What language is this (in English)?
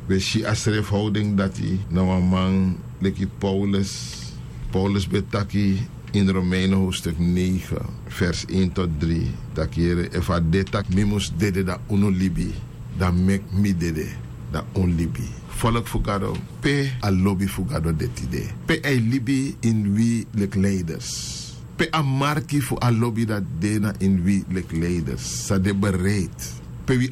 Sranan Tongo